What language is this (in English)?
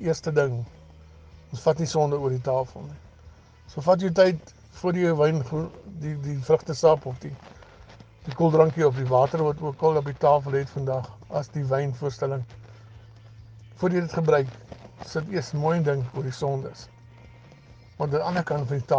Afrikaans